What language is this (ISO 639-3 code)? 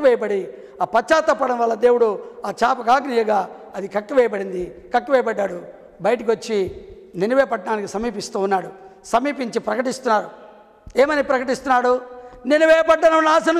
tel